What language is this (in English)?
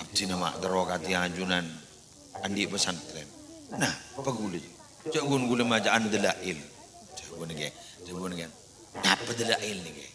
Madurese